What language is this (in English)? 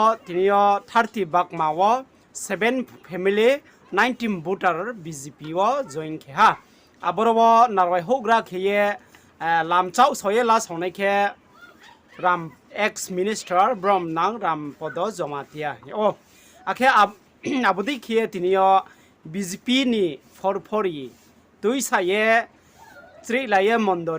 Riang (India)